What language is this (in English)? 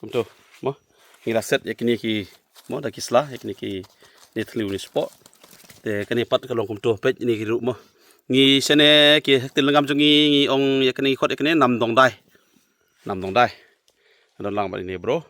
Khasi